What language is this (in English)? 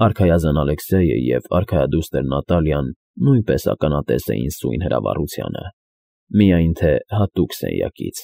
Armenian